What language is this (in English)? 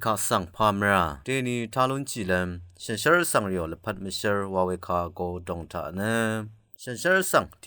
Rawang